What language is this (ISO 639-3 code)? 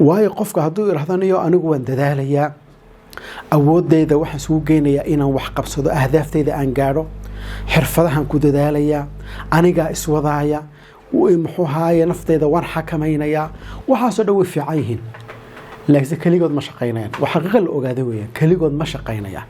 som